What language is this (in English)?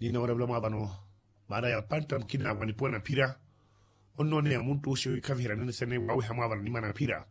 Makhuwa